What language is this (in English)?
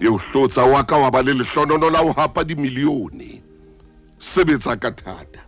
Southern Sotho